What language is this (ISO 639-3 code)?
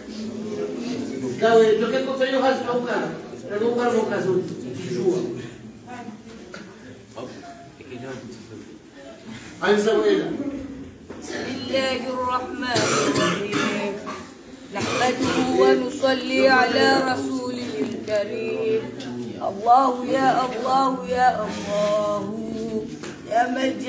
ara